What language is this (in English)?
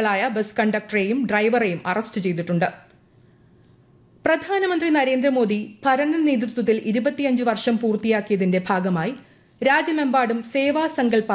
Malayalam